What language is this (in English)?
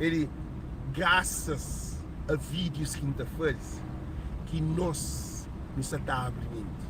Kabuverdianu